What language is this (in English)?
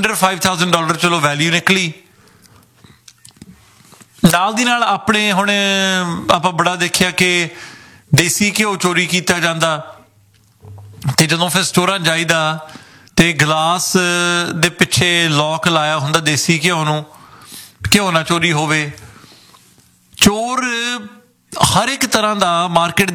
Punjabi